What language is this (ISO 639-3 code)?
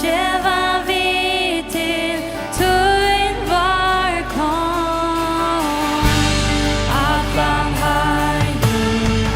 fao